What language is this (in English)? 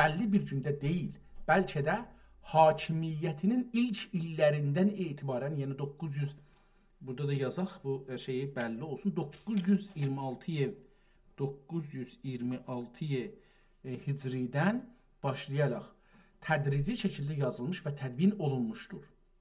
South Azerbaijani